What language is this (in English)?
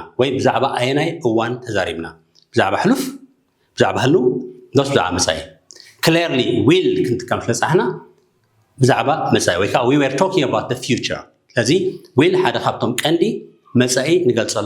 Tigrinya